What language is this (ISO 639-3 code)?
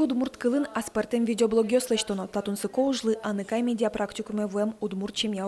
udm